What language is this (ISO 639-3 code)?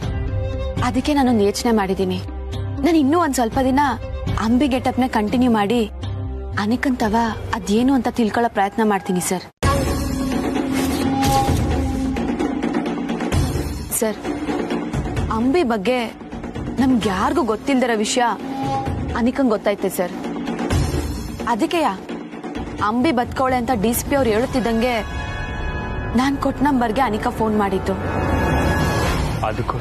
kan